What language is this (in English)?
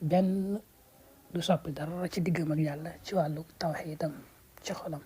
Wolof